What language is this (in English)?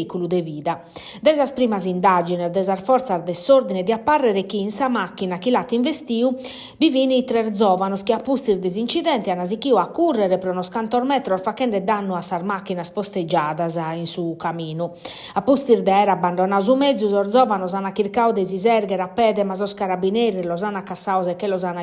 Sardinian